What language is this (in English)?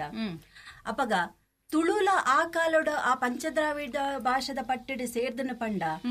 Tulu